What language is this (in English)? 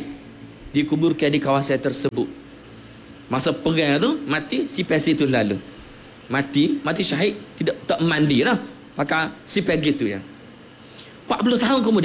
Malay